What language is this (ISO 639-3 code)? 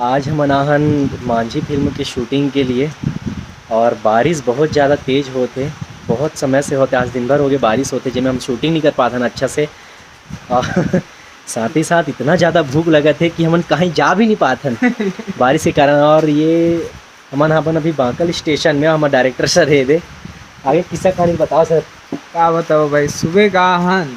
hne